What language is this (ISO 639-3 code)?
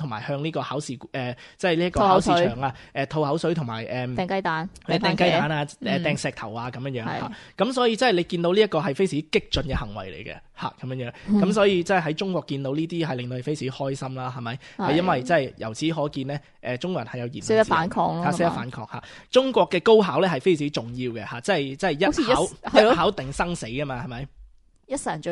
yue